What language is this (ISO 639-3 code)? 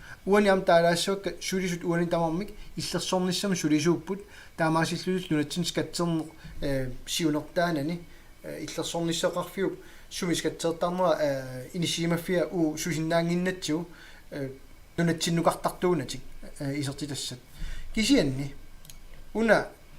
kal